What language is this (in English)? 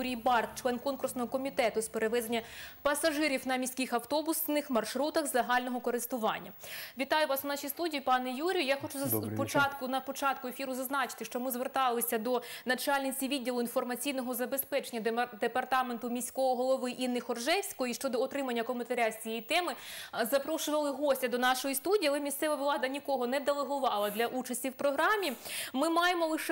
Ukrainian